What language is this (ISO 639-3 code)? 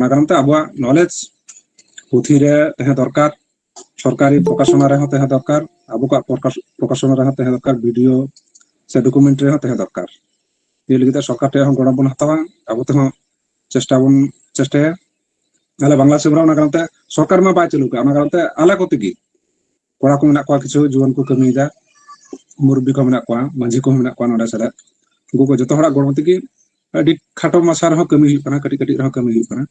sat